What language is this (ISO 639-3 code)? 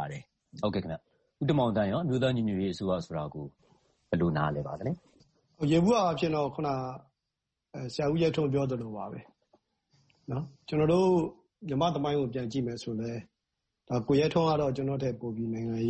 mya